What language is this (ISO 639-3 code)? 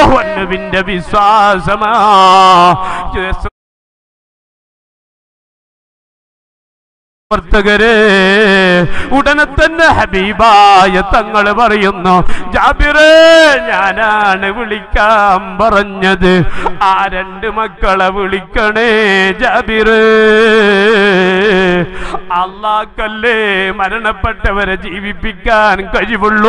mal